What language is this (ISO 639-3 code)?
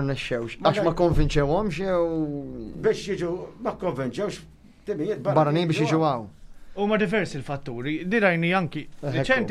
mlt